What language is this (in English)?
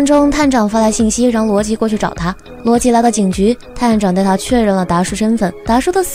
Chinese